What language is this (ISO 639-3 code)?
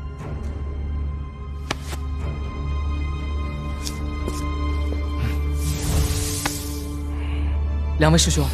zho